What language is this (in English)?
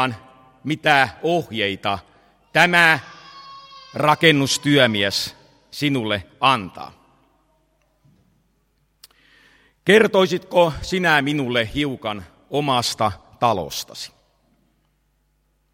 Finnish